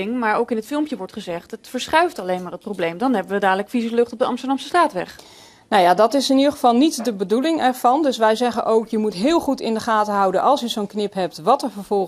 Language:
Dutch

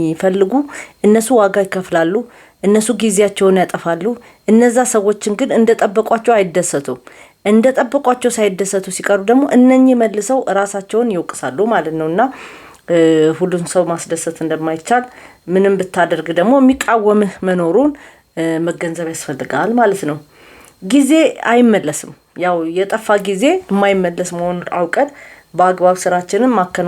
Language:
Amharic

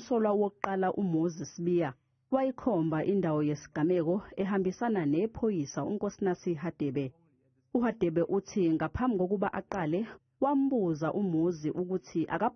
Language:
Zulu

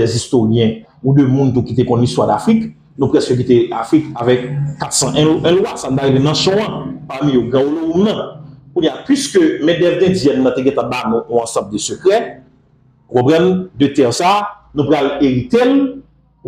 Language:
Haitian Creole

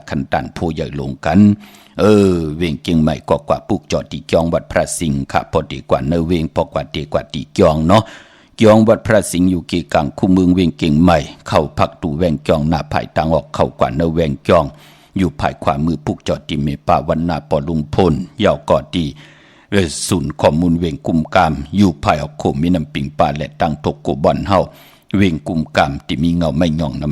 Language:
Shan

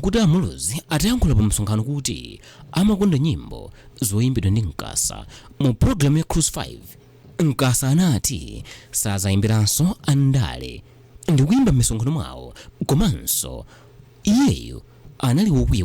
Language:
Nyanja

